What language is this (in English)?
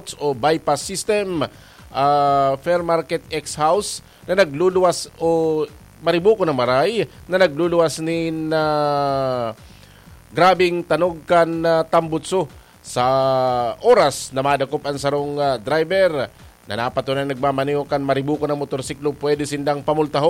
Bikol